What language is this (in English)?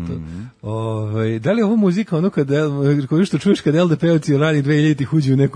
Serbian